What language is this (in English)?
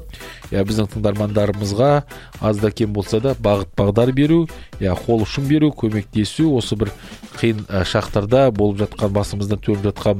Kazakh